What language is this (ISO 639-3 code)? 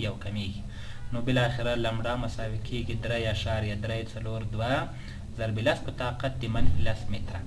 pus